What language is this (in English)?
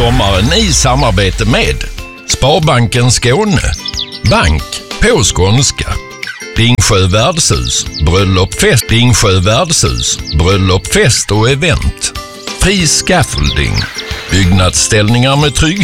Swedish